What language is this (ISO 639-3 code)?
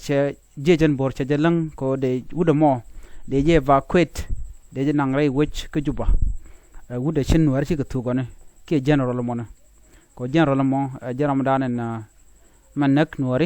nus